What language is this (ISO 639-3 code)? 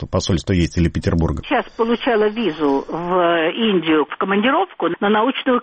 rus